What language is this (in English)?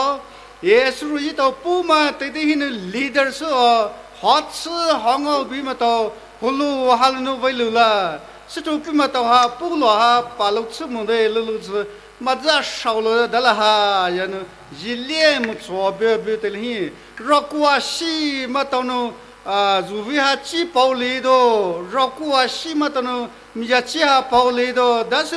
Poumei Naga